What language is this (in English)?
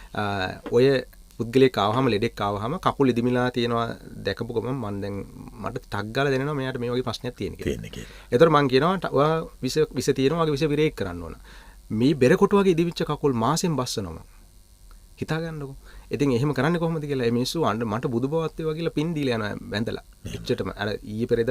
Sinhala